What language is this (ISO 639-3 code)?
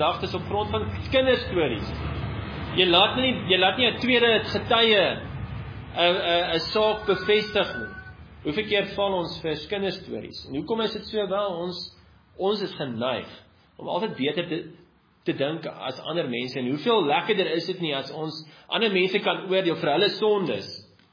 afr